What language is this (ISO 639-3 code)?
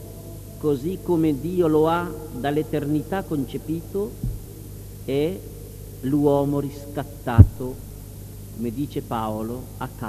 ita